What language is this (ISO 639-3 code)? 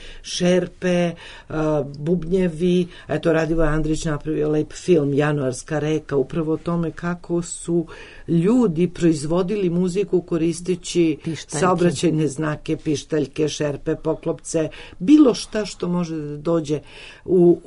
srp